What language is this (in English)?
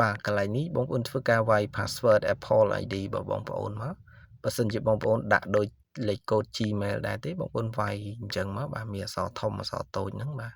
Khmer